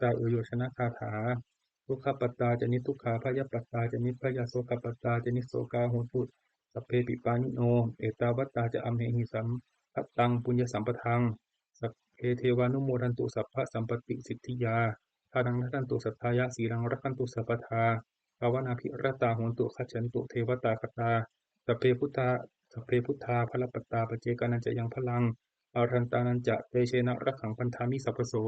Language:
Pali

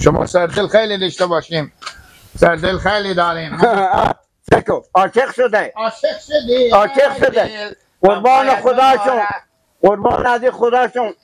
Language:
Persian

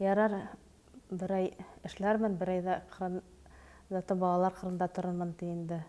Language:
Bashkir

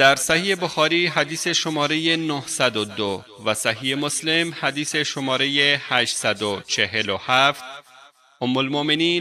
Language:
Persian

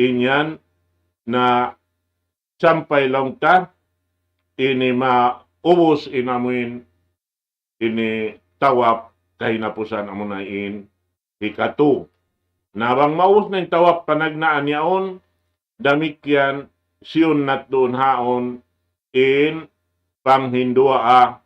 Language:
Tausug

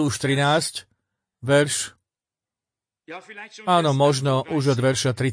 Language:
Slovak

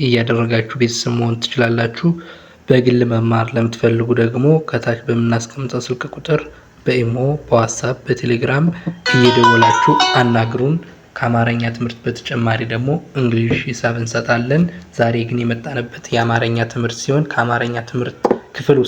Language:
Amharic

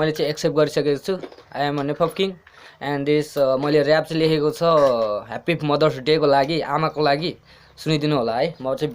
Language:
Nepali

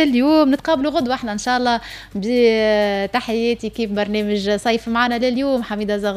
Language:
Tunisian Arabic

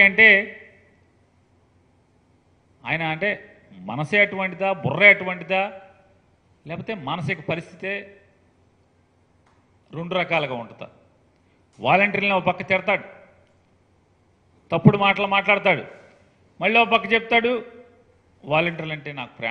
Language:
Telugu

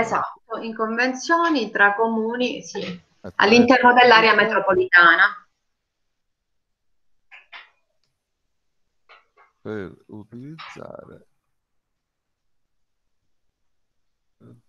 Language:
Italian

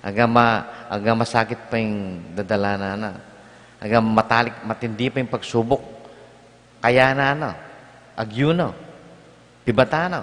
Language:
Pampanga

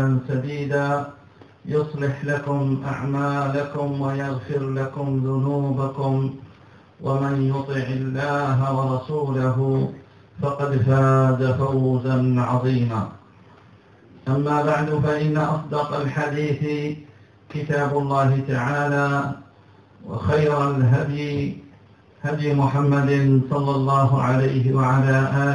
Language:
Arabic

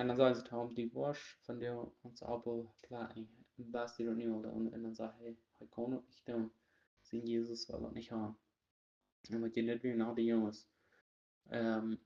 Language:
Plautdietsch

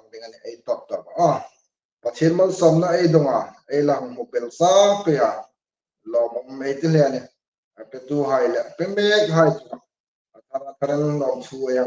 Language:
Hmar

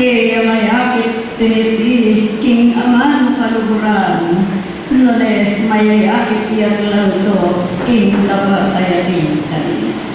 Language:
Pampanga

